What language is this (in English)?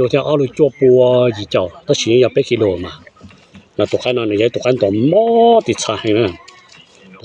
Hmong